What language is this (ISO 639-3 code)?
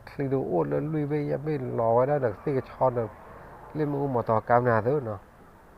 ksw